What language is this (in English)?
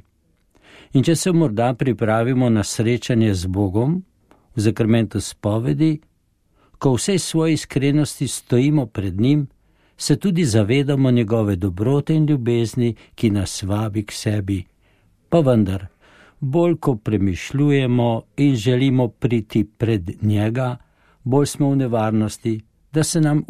Slovenian